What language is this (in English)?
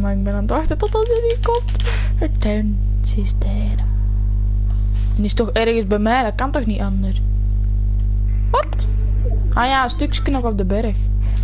Dutch